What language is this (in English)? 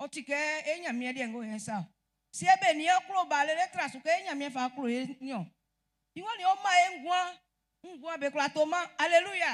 Baoulé